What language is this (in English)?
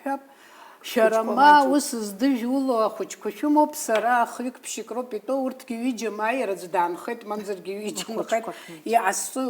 Abkhazian